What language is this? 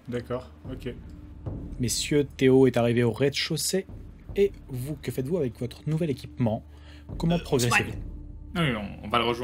French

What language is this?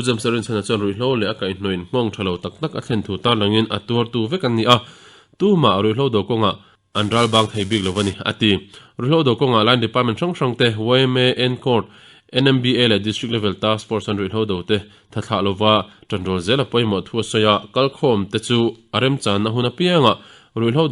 Mizo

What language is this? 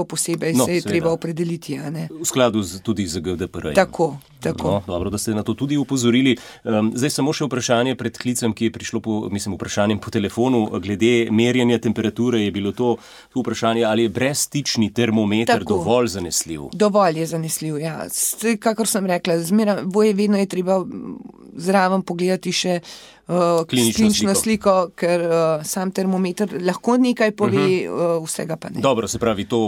Slovenian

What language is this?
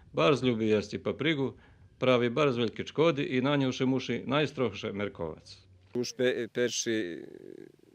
Rusyn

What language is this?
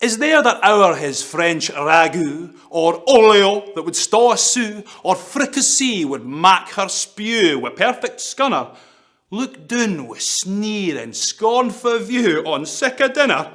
Scots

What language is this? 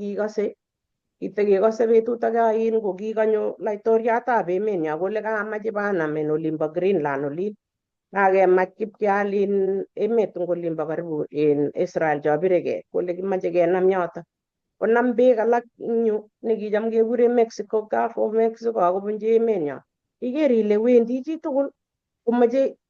Kalenjin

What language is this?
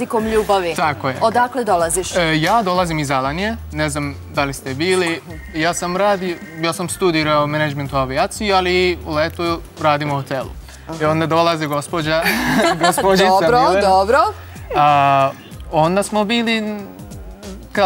Serbian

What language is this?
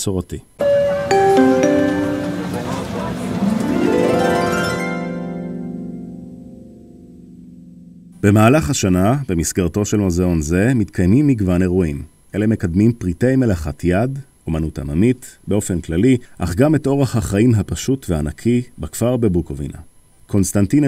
Hebrew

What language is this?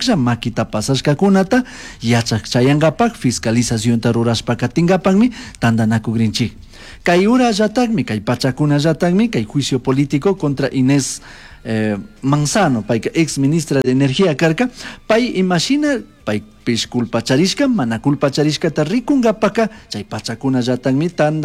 Chimborazo Highland Quichua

